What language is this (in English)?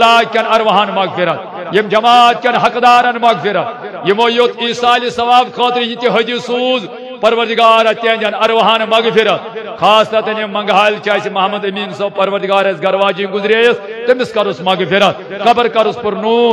Kashmiri